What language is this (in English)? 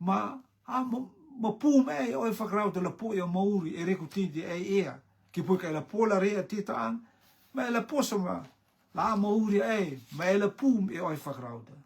Rotuman